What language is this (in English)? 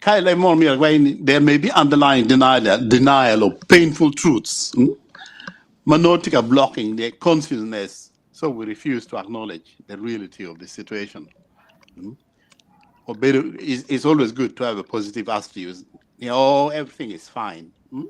Acoli